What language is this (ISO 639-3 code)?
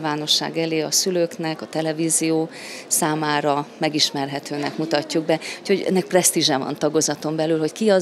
hun